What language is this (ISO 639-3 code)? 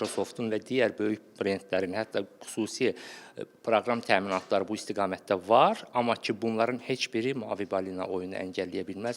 aze